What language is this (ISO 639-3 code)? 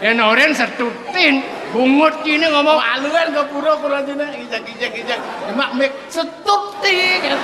ban